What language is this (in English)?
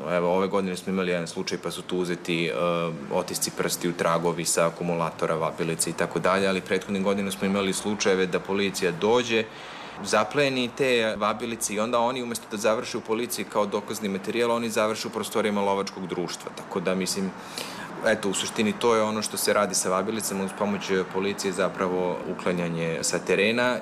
Serbian